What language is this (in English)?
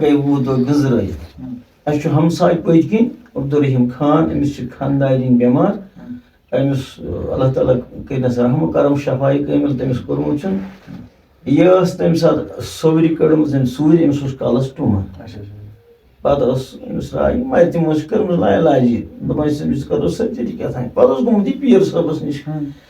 Kashmiri